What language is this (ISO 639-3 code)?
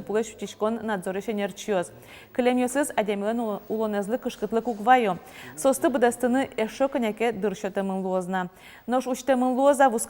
udm